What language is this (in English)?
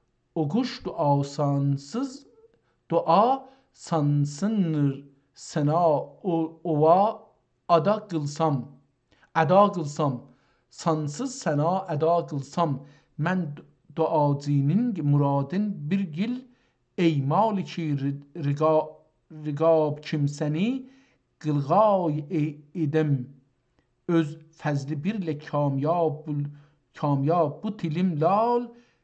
South Azerbaijani